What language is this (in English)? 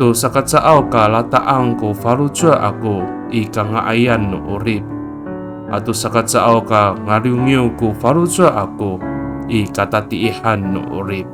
Amis